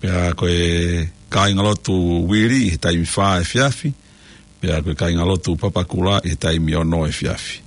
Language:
Tongan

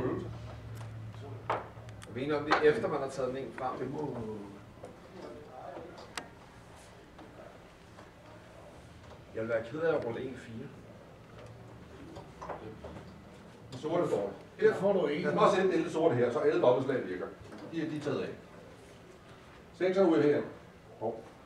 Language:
Danish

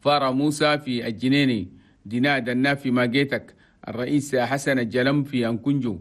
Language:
Chadian Arabic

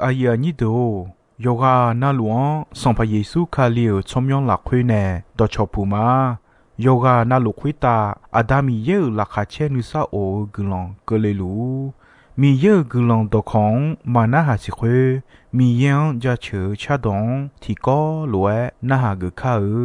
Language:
Akha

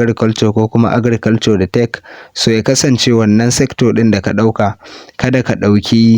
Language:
Hausa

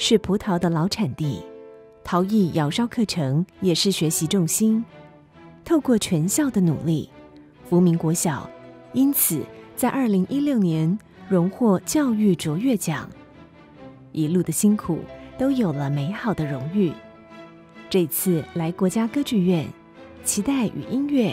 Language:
Chinese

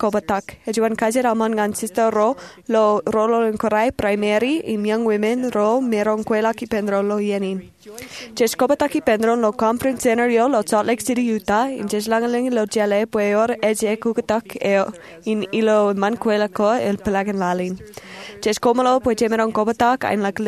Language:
Marshallese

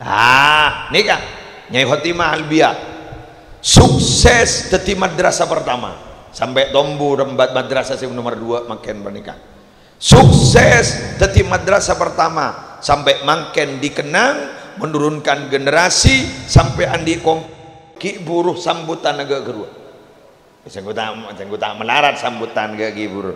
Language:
Madurese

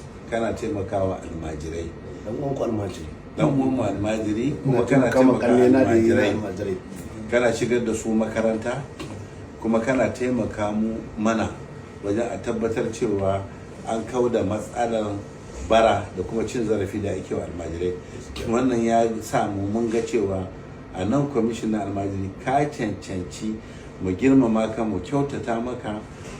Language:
Hausa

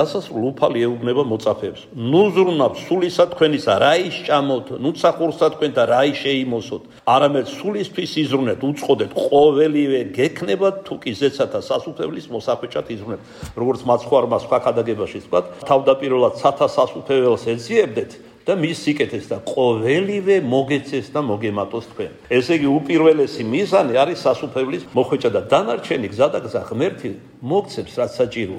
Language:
Georgian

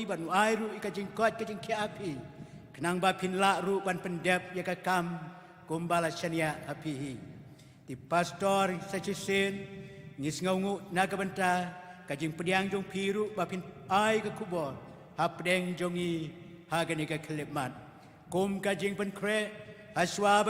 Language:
Khasi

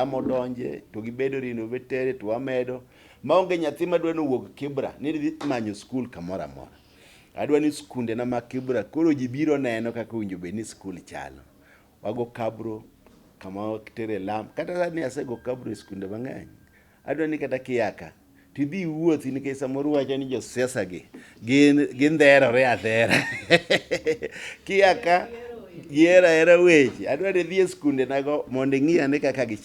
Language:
Luo (Kenya and Tanzania)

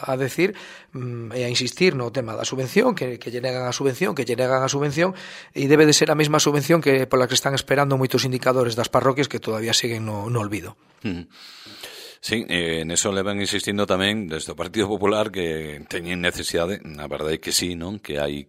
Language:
Galician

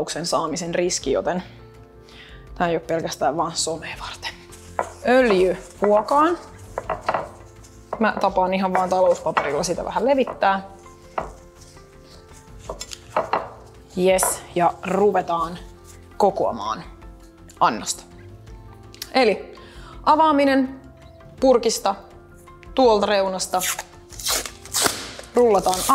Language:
Finnish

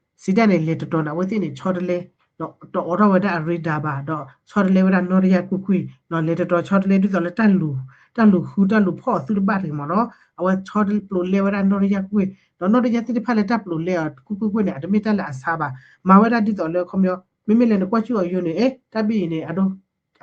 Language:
S'gaw Karen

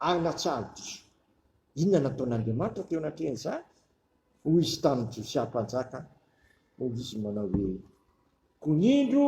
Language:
Malagasy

